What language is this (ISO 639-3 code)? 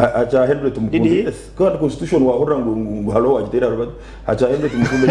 nyn